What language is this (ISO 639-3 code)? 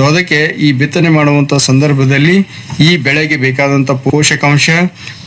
kan